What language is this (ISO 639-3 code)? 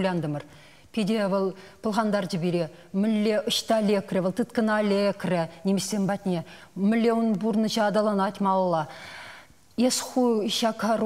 chv